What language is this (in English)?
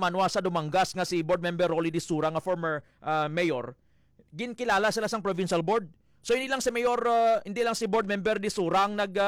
Hiligaynon